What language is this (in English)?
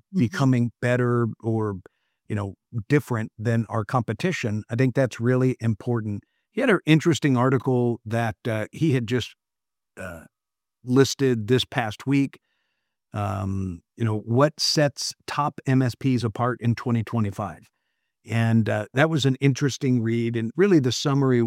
English